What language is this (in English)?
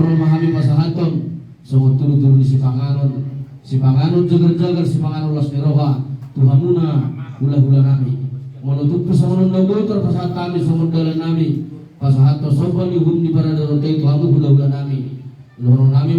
Batak Toba